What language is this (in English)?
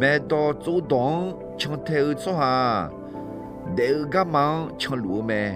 Akha